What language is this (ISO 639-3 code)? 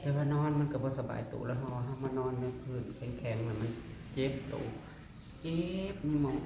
tts